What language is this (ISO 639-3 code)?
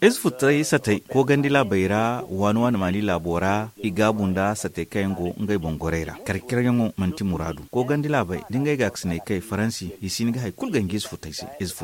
dje